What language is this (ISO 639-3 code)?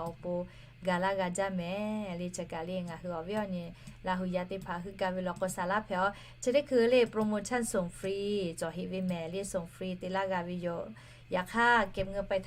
lhu